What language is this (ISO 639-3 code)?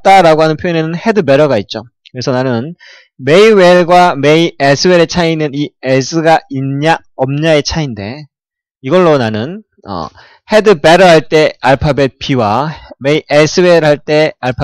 kor